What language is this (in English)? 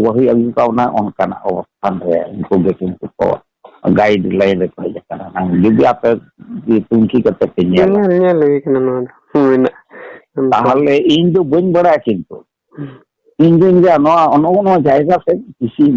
Santali